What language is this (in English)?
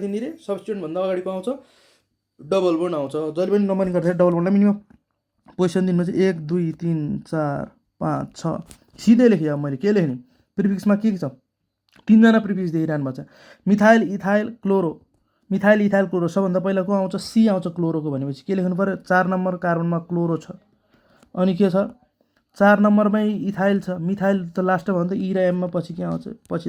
Nepali